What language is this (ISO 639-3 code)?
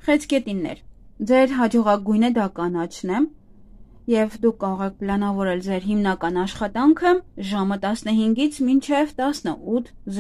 hye